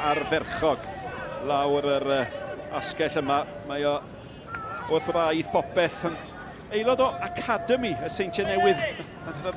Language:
Welsh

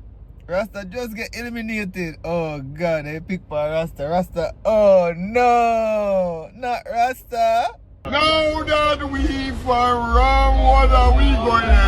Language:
Jamaican Creole English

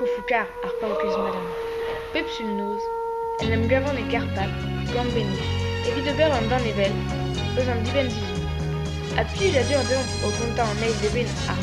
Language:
Breton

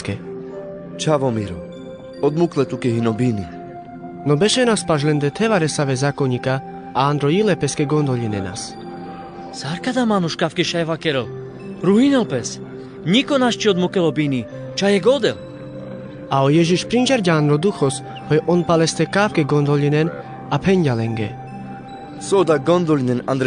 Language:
Carpathian Romani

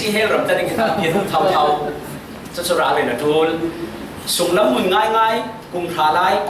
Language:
Falam Chin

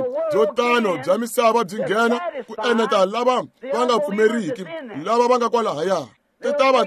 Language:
Tsonga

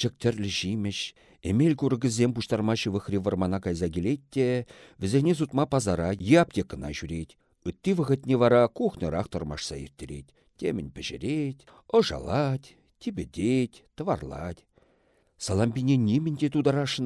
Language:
Chuvash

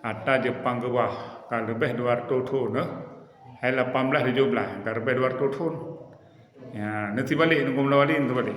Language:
Achinese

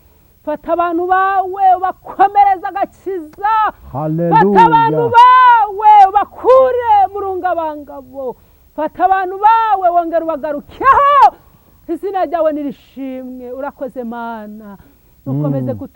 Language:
Kinyarwanda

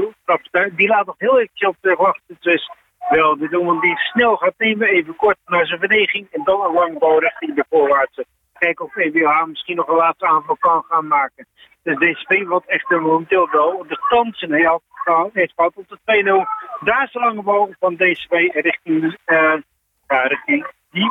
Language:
Dutch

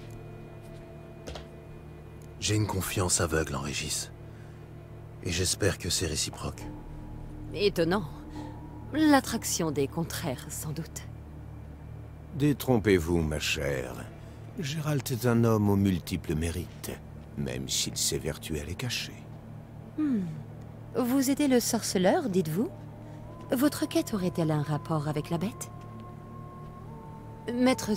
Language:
French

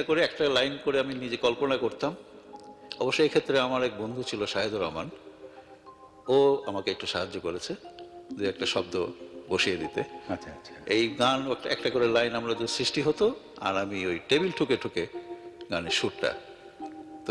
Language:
Bangla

